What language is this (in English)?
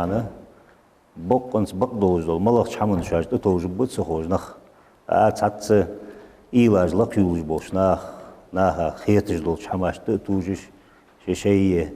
Ingush